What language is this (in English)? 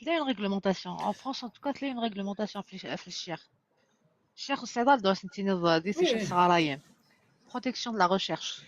Algerian Arabic